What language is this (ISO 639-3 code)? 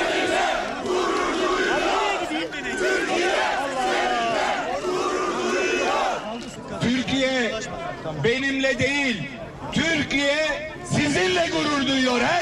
tur